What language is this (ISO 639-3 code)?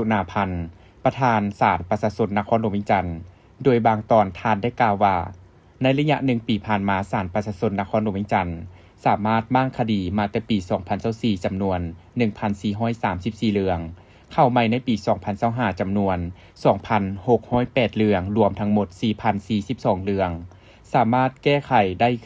lao